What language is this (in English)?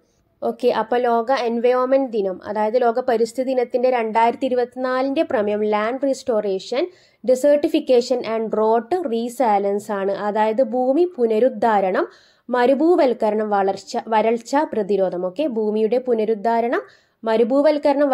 Malayalam